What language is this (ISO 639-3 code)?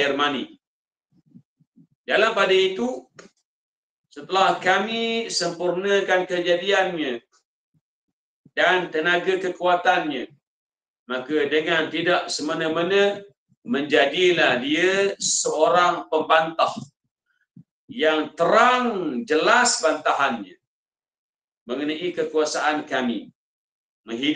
msa